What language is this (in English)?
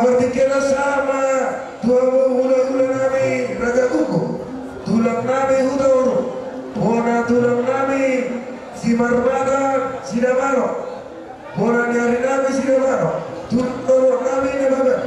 Batak Toba